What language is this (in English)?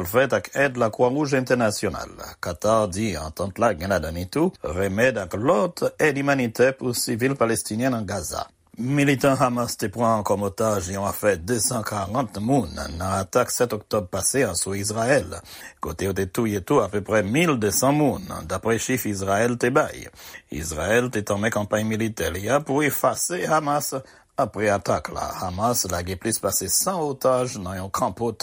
Haitian Creole